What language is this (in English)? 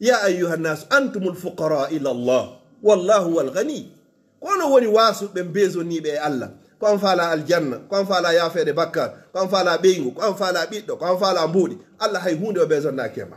Fula